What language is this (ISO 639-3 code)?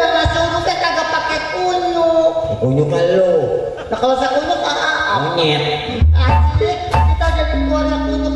bew